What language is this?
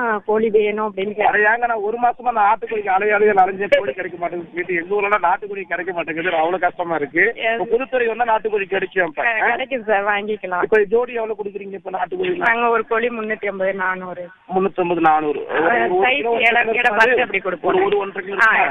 Tamil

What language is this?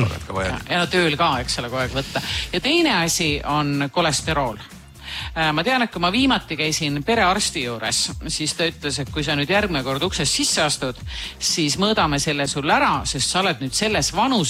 Estonian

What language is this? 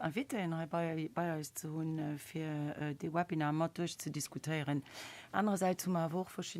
Luxembourgish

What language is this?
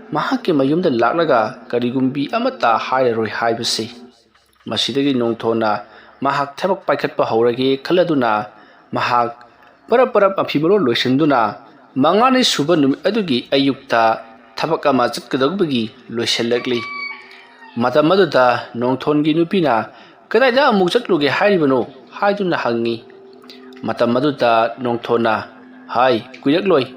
Manipuri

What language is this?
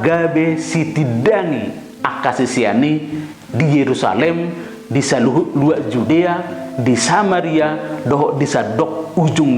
Batak Toba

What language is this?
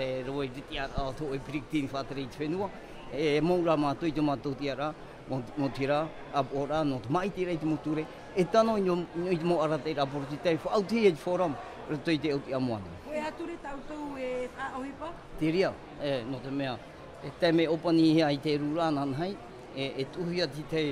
Tahitian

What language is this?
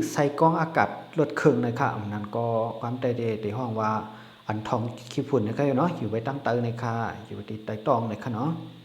Shan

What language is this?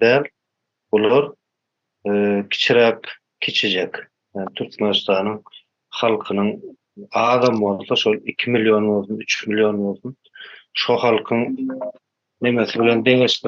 Turkmen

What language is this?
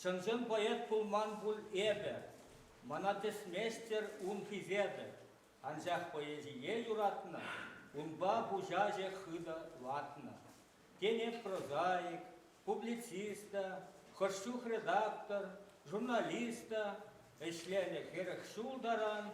Chuvash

